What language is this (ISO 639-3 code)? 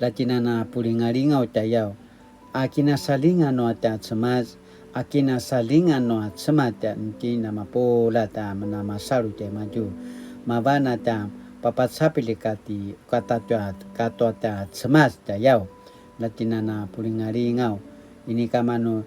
pwn